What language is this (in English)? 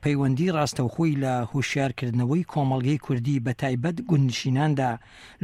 Central Kurdish